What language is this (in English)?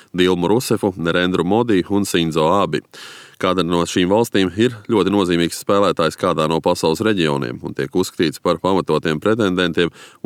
Latvian